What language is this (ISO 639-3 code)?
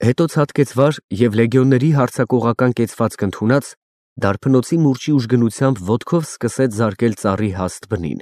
hye